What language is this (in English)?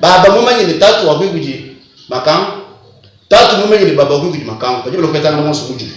Luba-Lulua